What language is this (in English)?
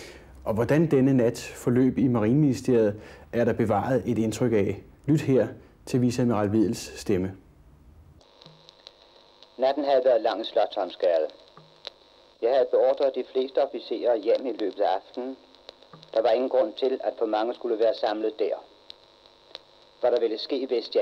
Danish